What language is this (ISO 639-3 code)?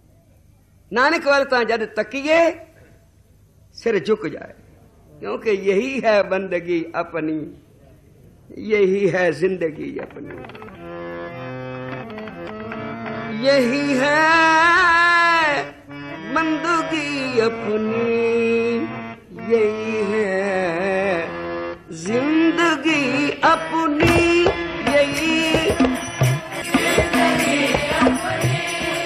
pan